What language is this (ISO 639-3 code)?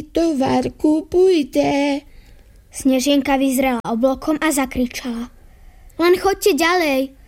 slk